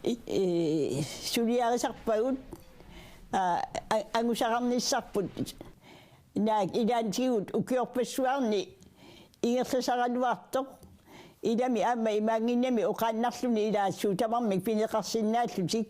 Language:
Kalaallisut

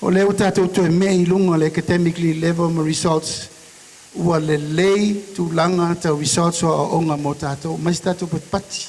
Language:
Samoan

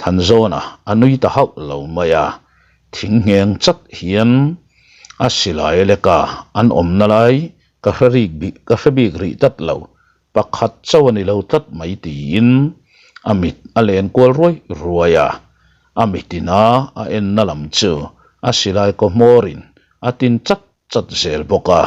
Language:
Mizo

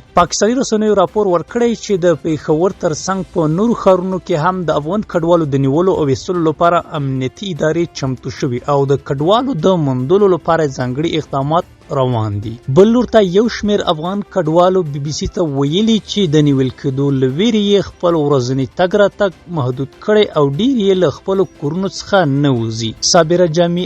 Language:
Pashto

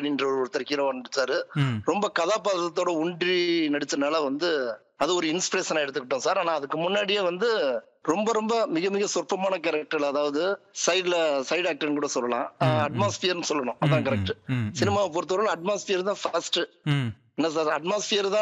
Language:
Tamil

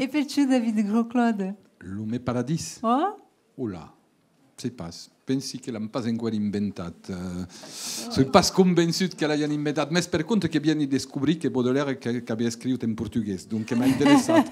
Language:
Occitan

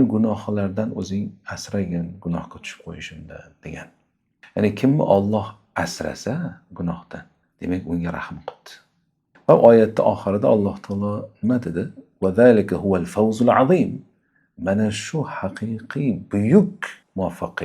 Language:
Uzbek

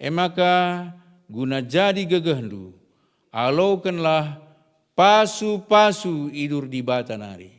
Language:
Batak Karo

